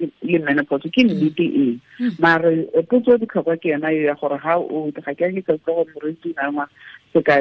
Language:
Tswana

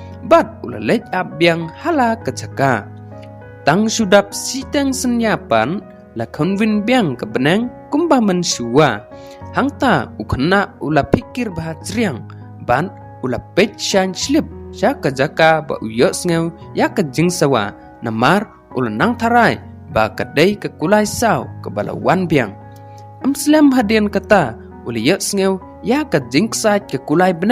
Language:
Khasi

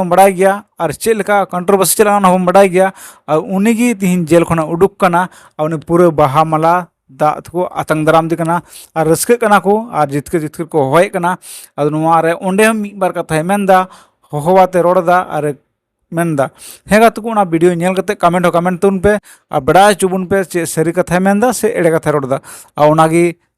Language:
Santali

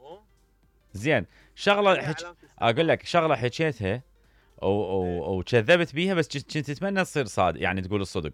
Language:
Mesopotamian Arabic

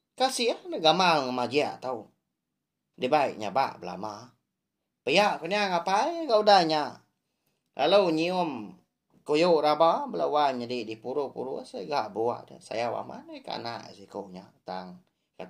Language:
Iban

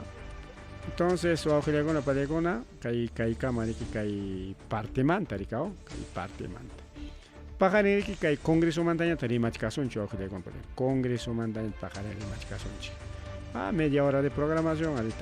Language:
Ayacucho Quechua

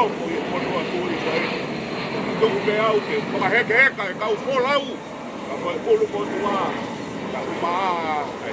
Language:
Tongan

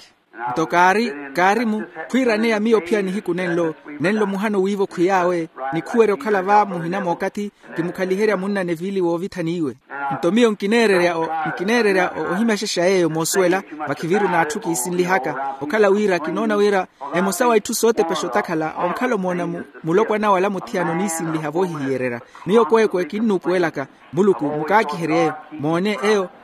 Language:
Makhuwa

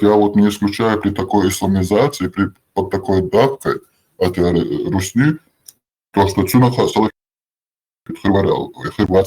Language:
Chechen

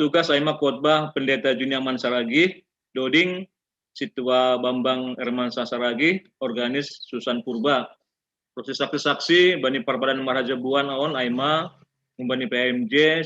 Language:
Batak Simalungun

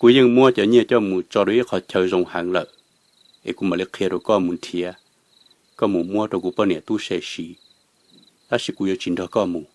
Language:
Hmong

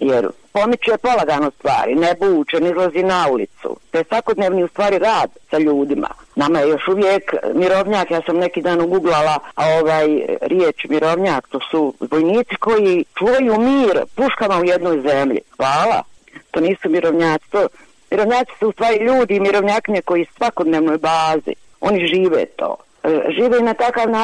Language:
Croatian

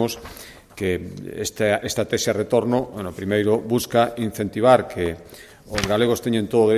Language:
Galician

